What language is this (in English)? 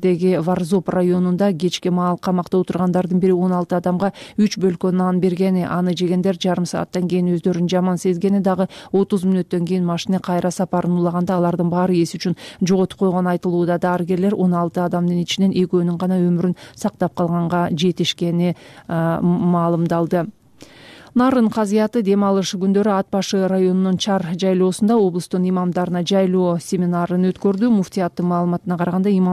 Kyrgyz